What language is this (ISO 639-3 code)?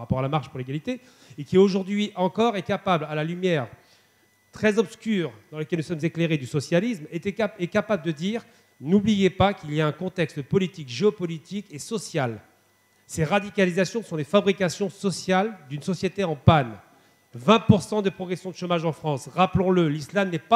fra